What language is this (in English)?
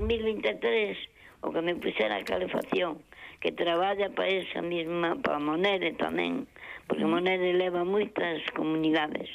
Galician